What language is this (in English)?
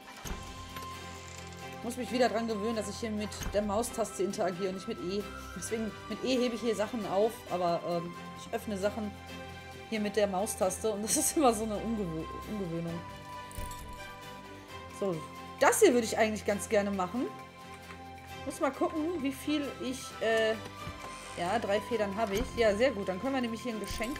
German